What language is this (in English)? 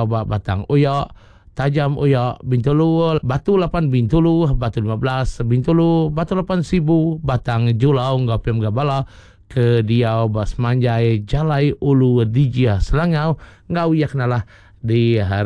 Iban